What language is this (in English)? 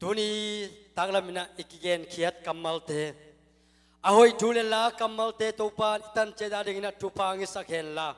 Tedim Chin